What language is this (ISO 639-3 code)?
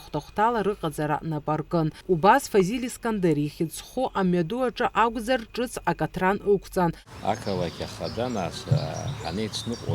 abk